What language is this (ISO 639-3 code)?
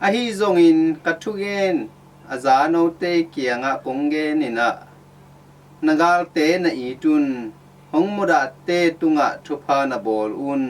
ctd